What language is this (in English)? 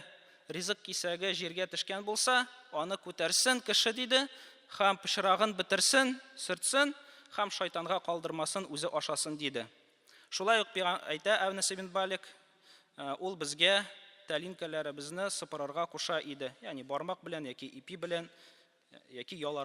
Tatar